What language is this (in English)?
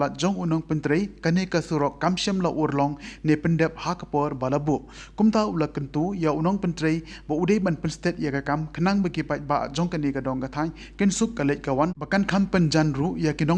Khasi